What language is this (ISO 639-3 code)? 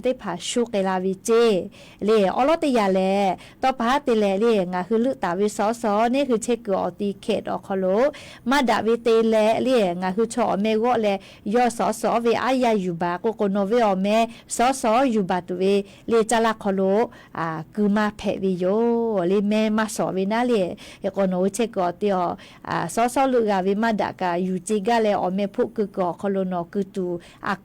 lhu